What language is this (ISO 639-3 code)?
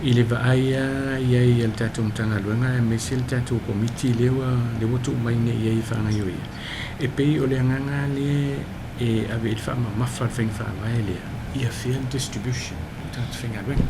smo